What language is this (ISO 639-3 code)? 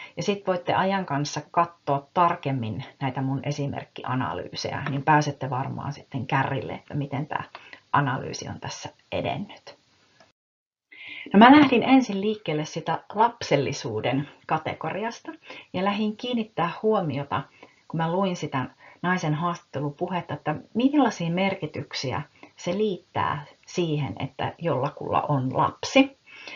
fin